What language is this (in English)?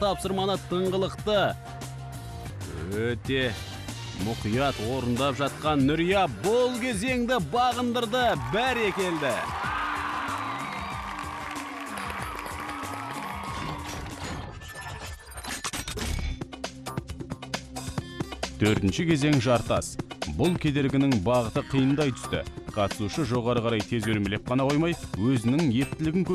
Kazakh